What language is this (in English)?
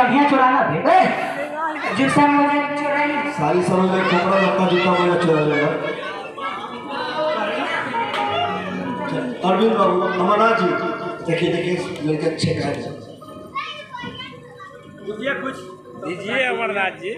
Bhojpuri